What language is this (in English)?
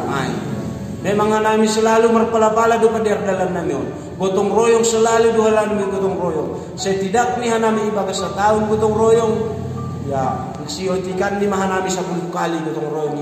Batak Simalungun